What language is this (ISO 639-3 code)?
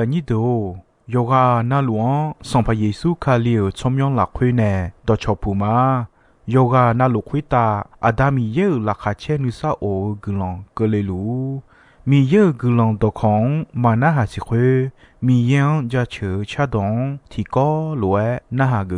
ahk